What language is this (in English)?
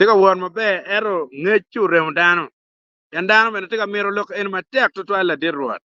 Acoli